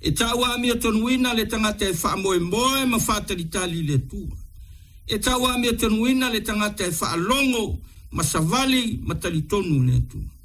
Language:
Samoan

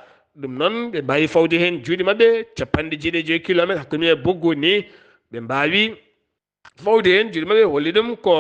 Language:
Fula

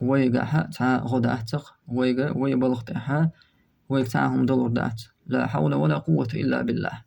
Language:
Chechen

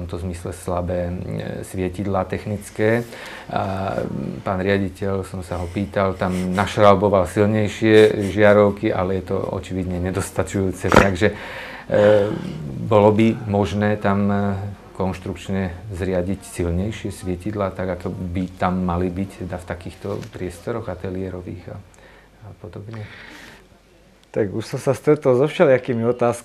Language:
Slovak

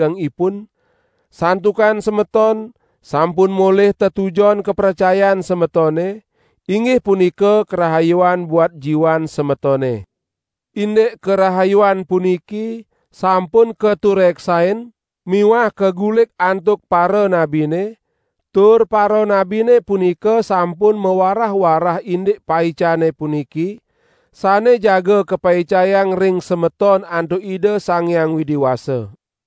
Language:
Balinese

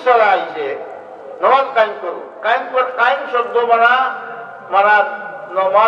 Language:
Sylheti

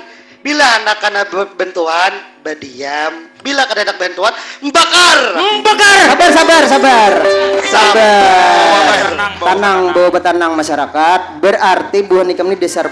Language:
Banjar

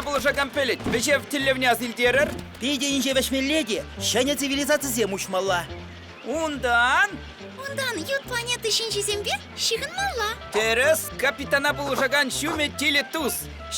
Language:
Chuvash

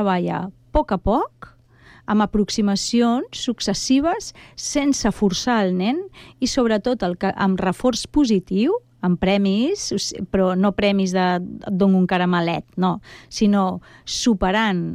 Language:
Catalan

